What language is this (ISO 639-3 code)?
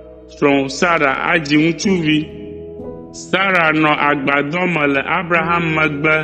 ewe